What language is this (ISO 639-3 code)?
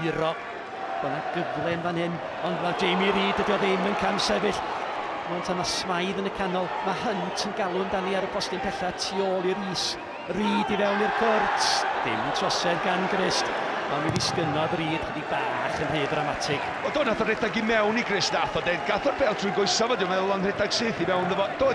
cym